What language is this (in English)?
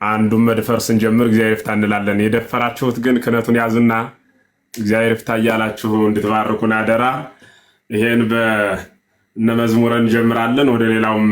Amharic